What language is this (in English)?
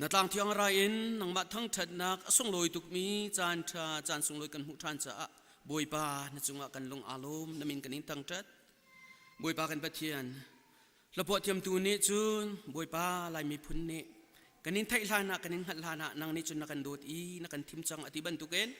Hakha Chin